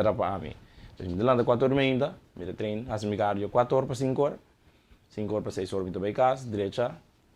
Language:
Papiamento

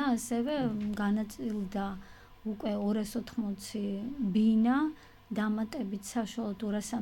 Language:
Georgian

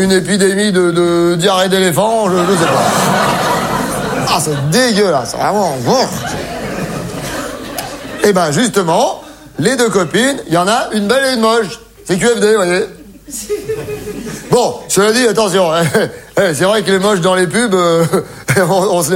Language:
French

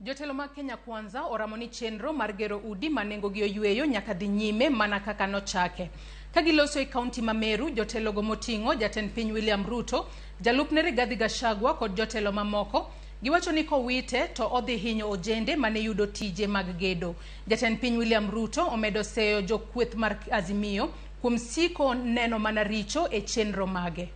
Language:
Luo (Kenya and Tanzania)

